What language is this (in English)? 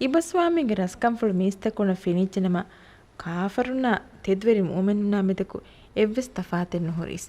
Divehi